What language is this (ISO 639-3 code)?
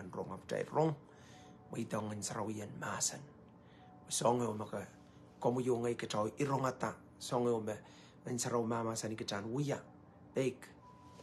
pon